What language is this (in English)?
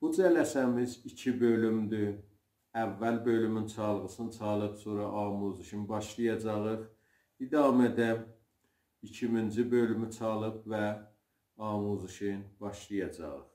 South Azerbaijani